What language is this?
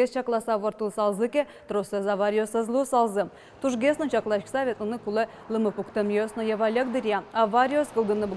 Udmurt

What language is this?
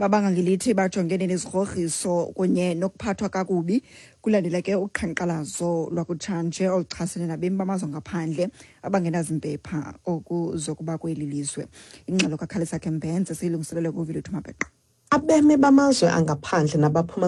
Xhosa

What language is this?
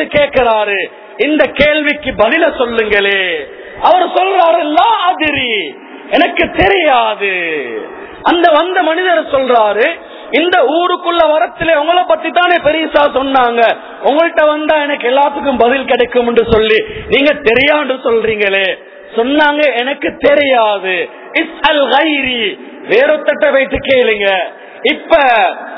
Tamil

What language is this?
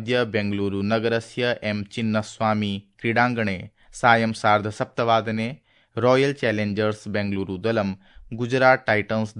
Sanskrit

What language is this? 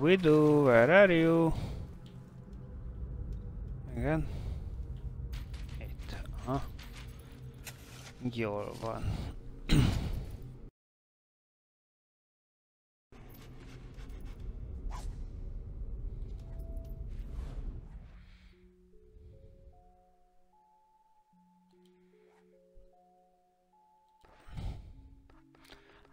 Hungarian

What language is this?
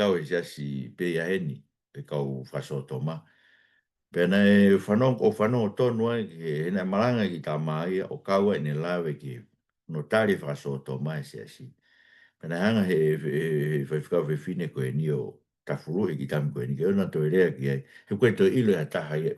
Tongan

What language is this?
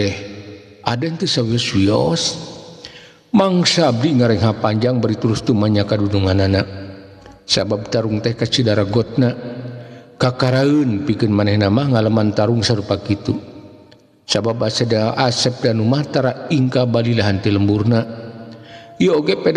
Sundanese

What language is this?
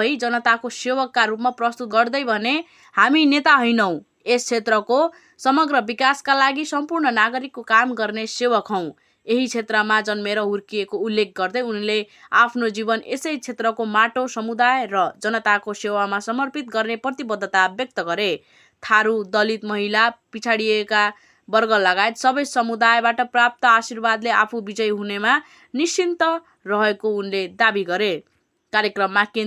Nepali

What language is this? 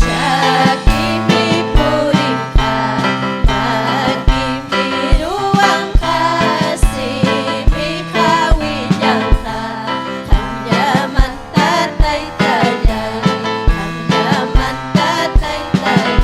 Ayacucho Quechua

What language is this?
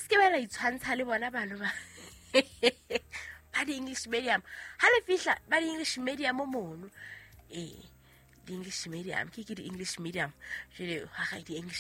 Southern Sotho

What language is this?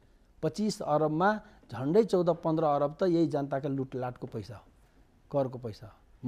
Nepali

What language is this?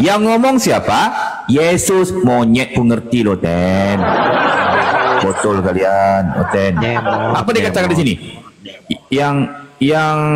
Indonesian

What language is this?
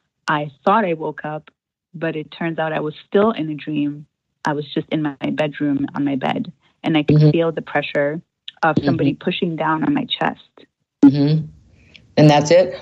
English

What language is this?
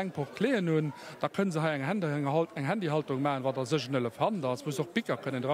Luxembourgish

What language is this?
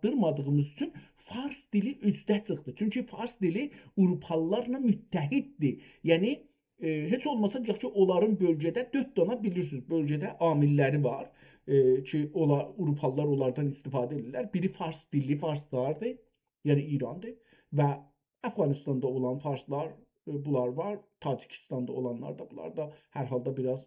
South Azerbaijani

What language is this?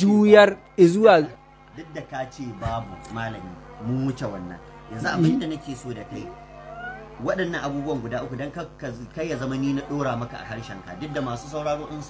Hausa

